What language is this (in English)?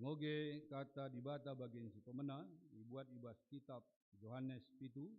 Batak Karo